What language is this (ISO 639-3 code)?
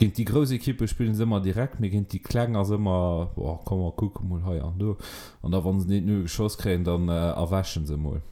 ltz